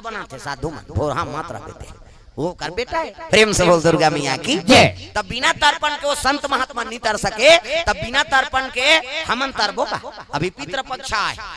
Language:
Chhattisgarhi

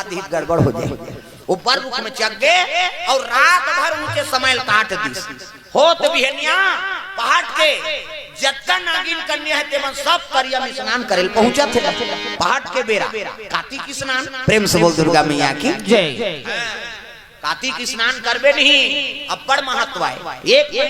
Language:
Chhattisgarhi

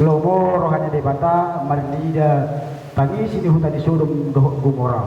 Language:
Batak Toba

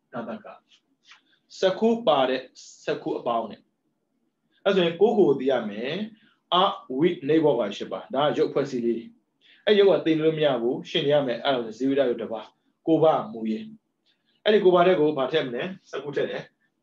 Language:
Burmese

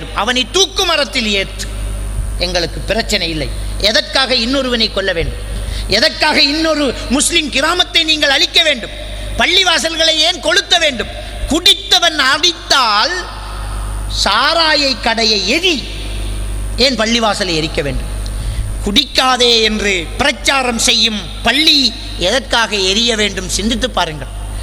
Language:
Tamil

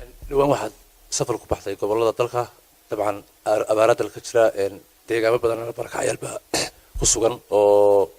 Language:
Somali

